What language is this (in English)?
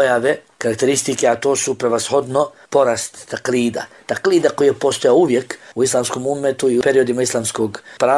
Bosnian